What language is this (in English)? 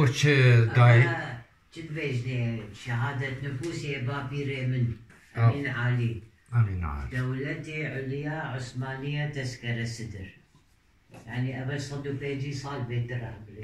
Kurdish